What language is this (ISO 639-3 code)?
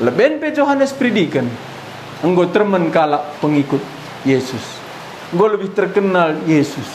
btx